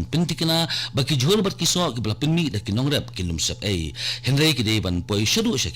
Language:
Khasi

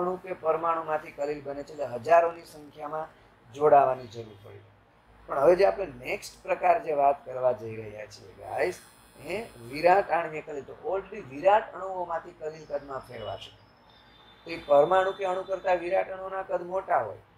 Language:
Gujarati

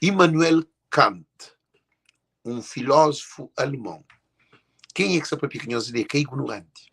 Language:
Kabuverdianu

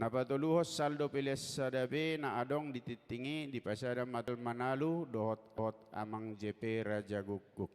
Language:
Batak Toba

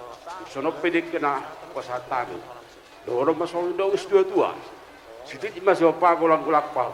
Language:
Batak Toba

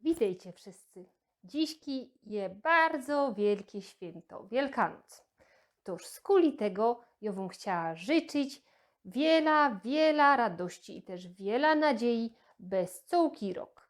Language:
Silesian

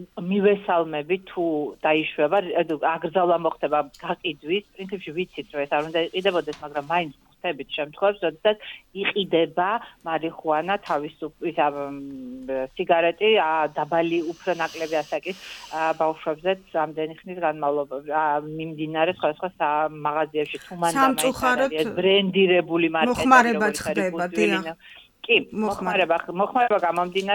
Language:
Georgian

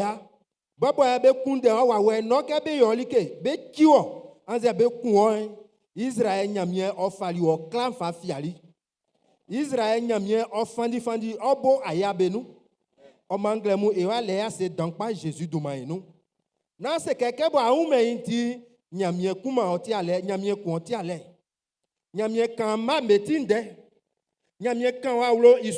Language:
Baoulé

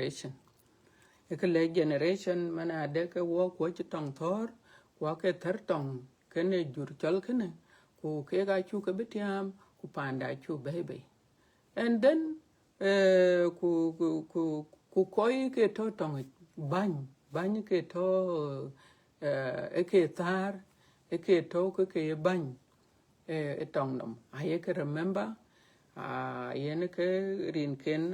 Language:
Dinka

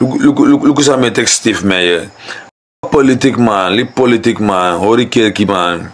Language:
Sranan Tongo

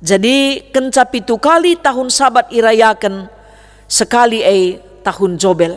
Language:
Batak Karo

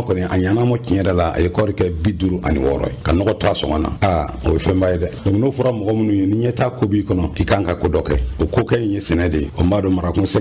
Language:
Bambara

